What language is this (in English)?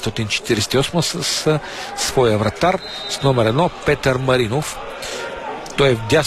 Bulgarian